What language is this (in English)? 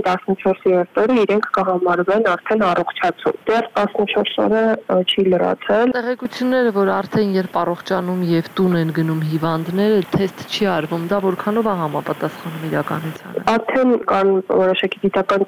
Armenian